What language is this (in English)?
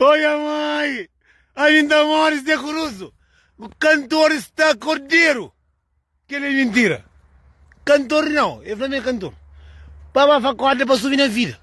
Kabuverdianu